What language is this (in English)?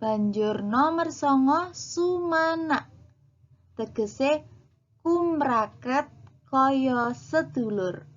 Javanese